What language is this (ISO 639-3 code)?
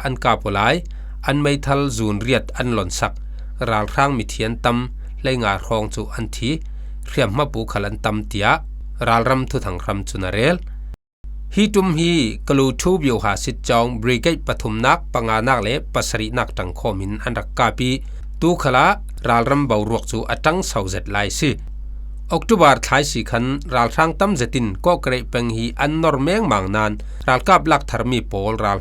cfm